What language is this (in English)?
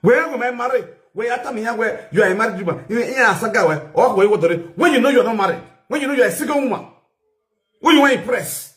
Nigerian Pidgin